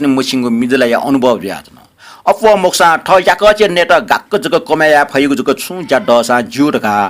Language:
Newari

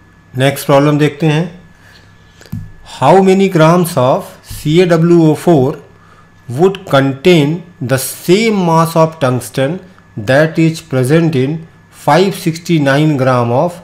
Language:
Hindi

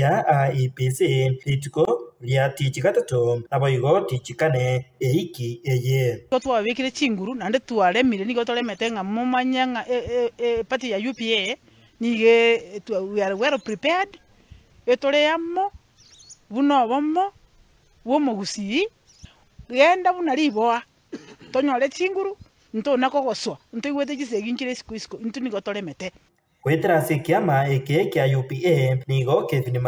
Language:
Gusii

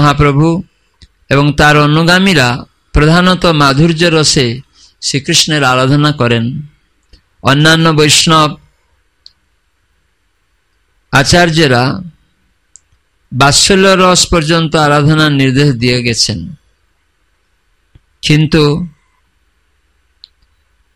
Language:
Bangla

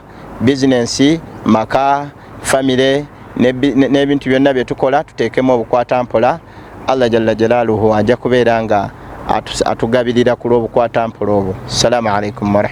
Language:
Ganda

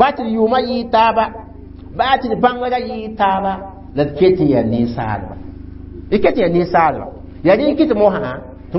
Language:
Mossi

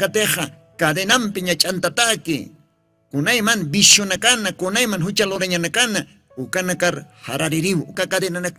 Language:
Aymara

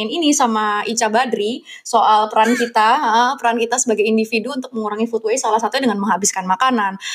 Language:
Indonesian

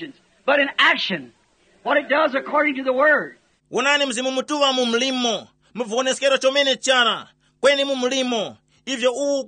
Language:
Tumbuka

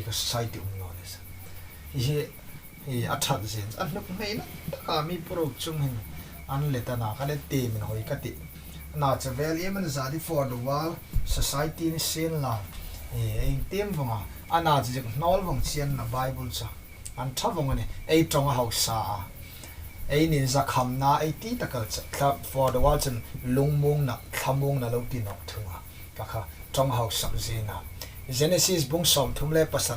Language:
Hmar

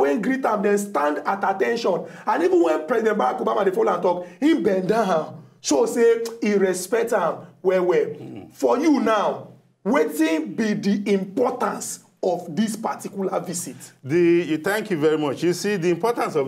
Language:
Nigerian Pidgin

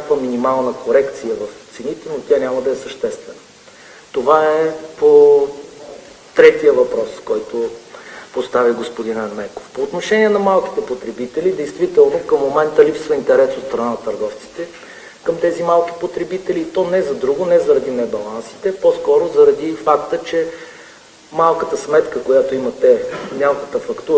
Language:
Bulgarian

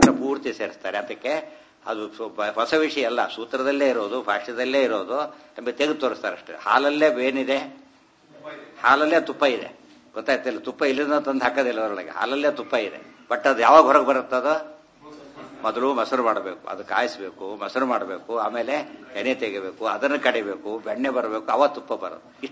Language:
Kannada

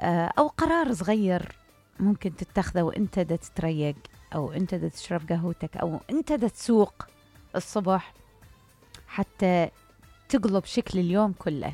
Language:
Mesopotamian Arabic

